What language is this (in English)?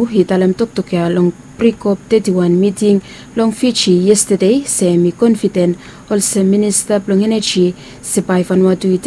Bislama